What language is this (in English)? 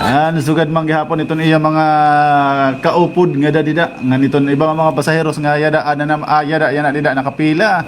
Waray